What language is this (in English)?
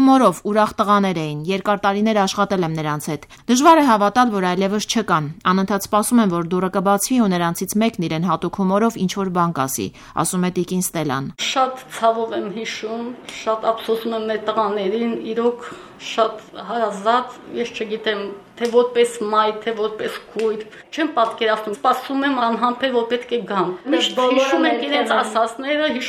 Armenian